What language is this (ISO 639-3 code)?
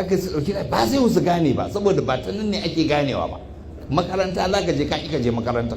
hau